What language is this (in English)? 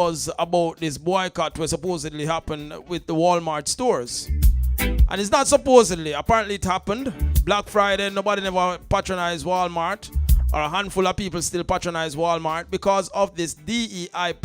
Jamaican Creole English